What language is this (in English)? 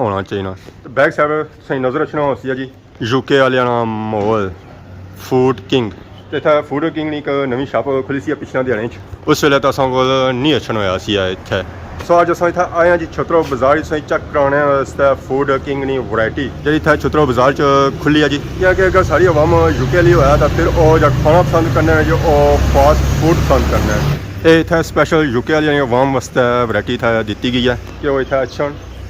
Pahari-Potwari